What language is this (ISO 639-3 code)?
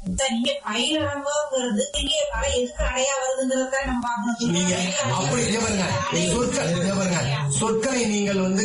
tam